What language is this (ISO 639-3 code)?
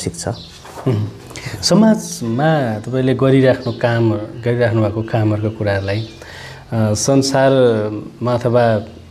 nep